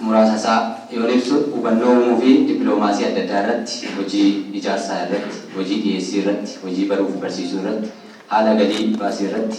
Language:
Oromo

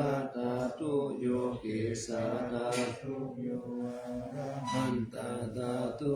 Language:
Pali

